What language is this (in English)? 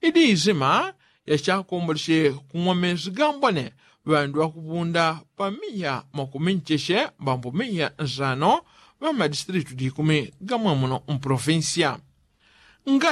Yao